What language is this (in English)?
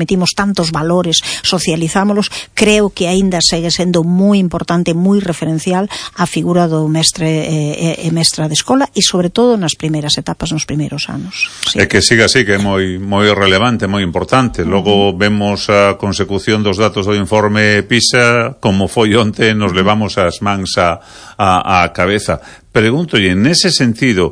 Galician